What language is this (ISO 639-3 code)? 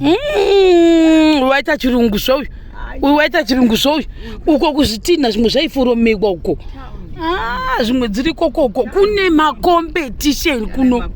sna